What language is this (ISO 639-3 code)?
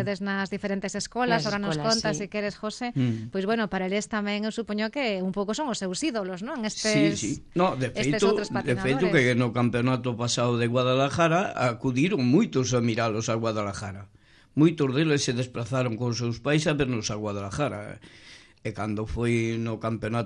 glg